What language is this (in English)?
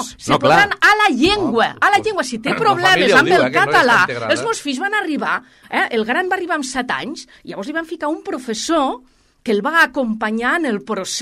Catalan